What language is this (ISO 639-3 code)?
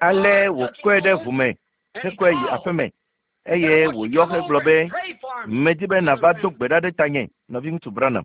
ewe